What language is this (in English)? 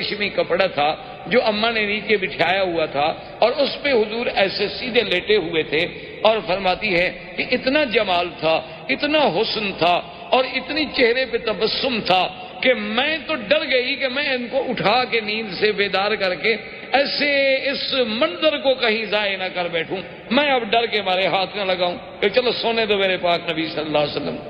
Urdu